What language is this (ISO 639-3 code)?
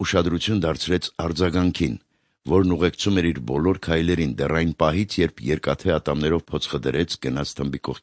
hye